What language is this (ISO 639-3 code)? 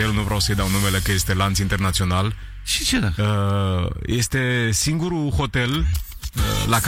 ron